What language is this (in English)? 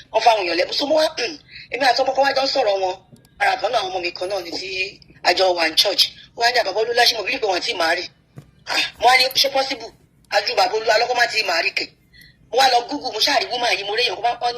Yoruba